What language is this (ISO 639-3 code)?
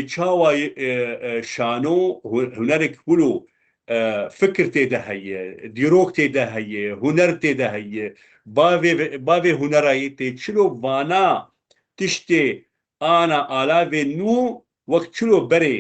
kur